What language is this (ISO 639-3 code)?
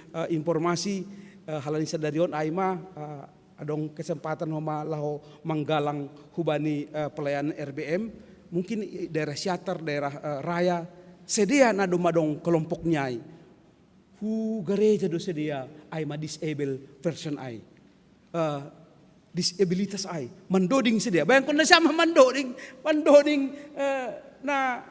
bts